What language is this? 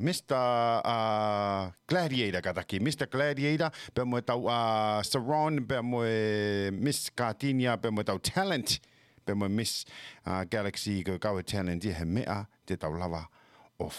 Tongan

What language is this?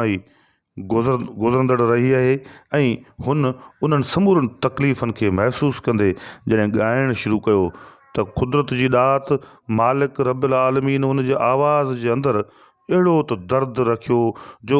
Sindhi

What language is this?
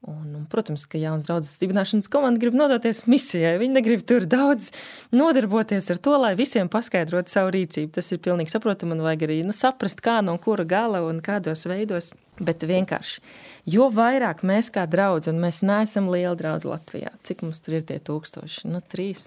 Latvian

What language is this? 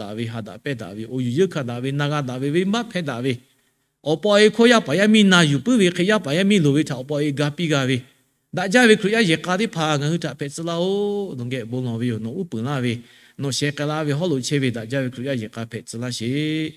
Lahu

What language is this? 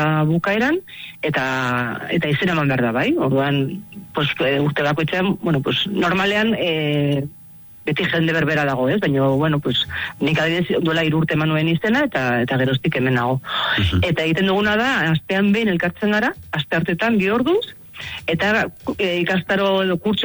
Basque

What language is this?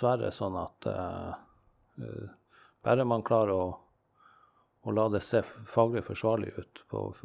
Norwegian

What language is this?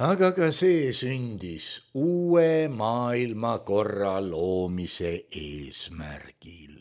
Estonian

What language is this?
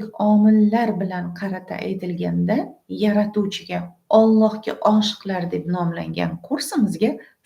Uzbek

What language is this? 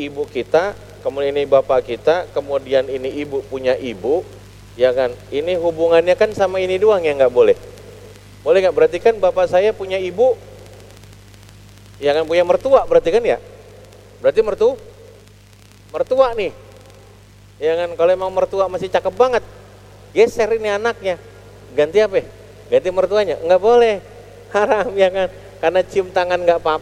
Indonesian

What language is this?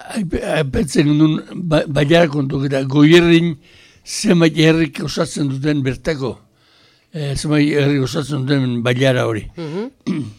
Basque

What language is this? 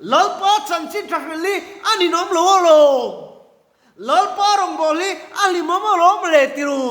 Mizo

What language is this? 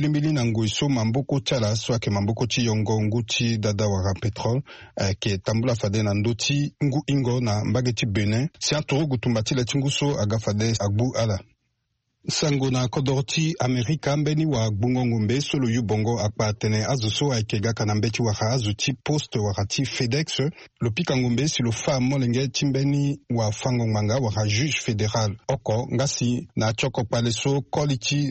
Sango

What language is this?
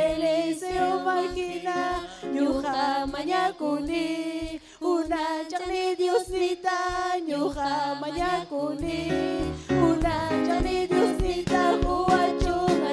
Ayacucho Quechua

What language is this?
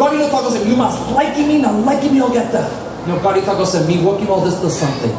Tok Pisin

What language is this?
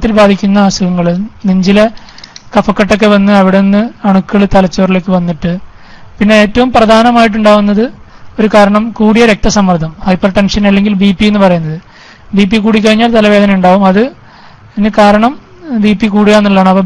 Malayalam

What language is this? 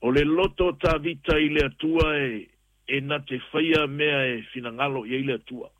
Samoan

